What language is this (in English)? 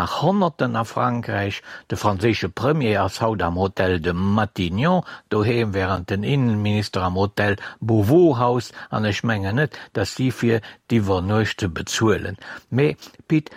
Luxembourgish